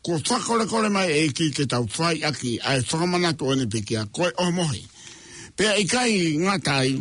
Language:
Tongan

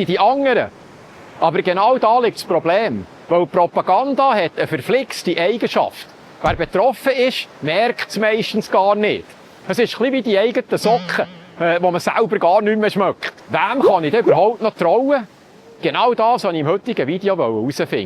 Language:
Swiss German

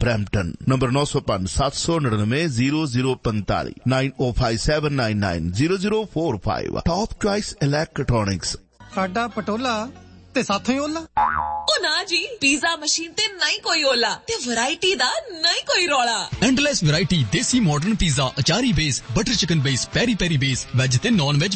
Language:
Punjabi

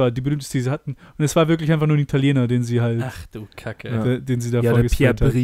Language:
German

